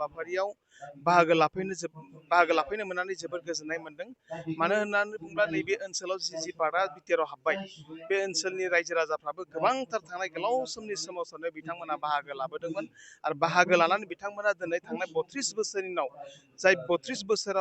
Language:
Bodo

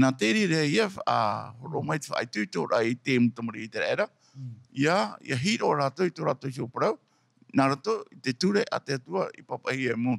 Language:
Tahitian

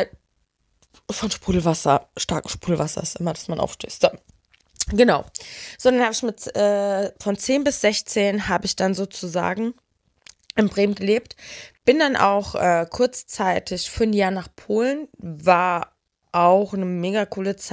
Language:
German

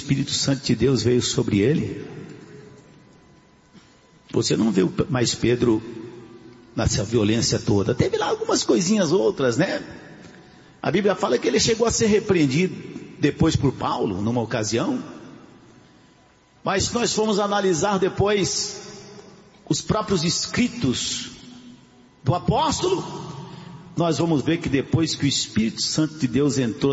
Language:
Portuguese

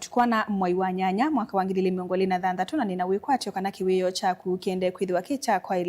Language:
Kamba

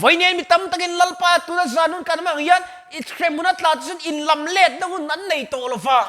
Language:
Mizo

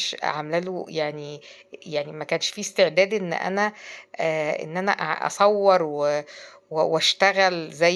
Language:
Egyptian Arabic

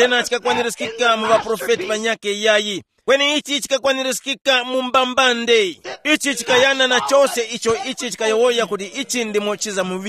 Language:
Tumbuka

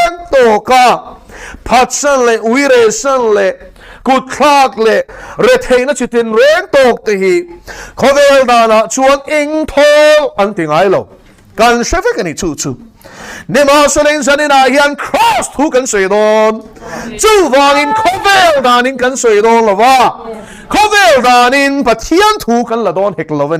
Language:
Mizo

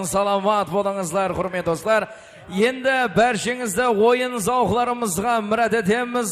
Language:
Kara-Kalpak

